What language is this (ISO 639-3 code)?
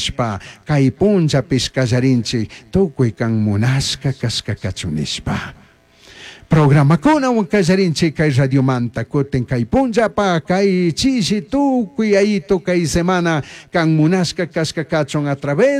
qug